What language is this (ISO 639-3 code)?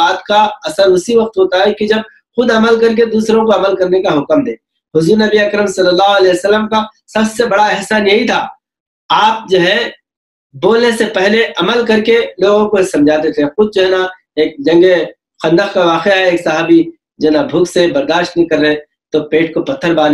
urd